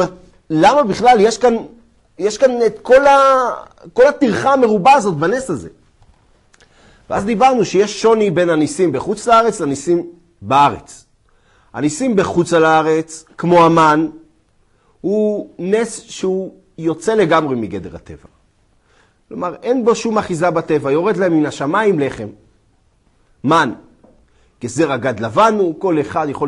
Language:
Hebrew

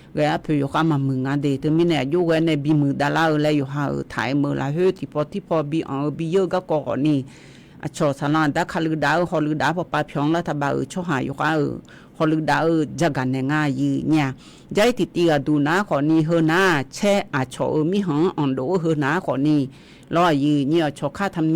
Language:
Akha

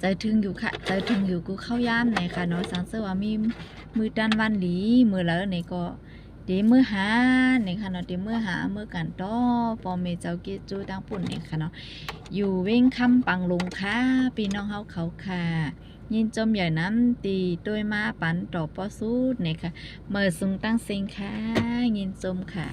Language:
Shan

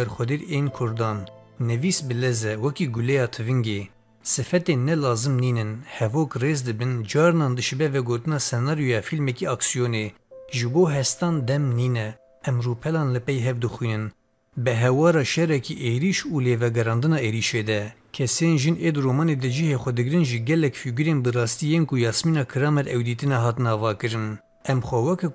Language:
Kurdish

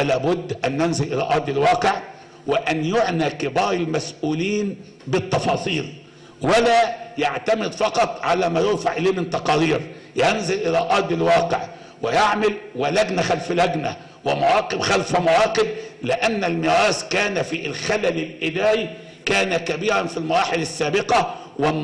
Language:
Arabic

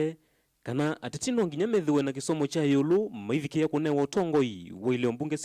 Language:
Kamba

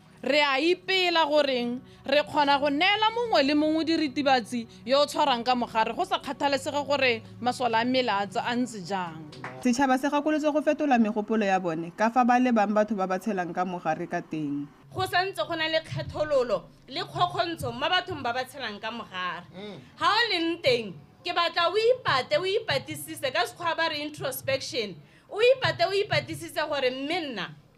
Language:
Tswana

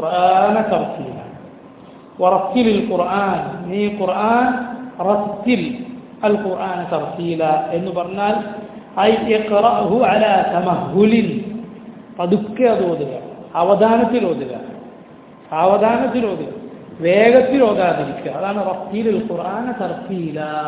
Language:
Malayalam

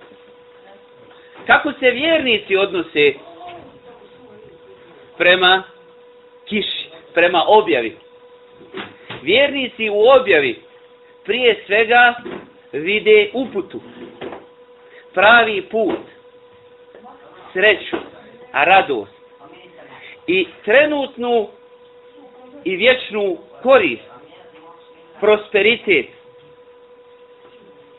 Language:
Bosnian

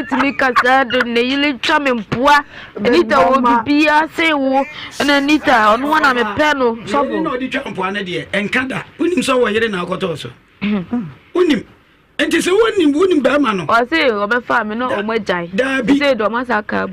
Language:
Akan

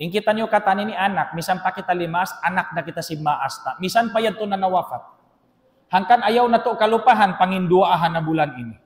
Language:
Tausug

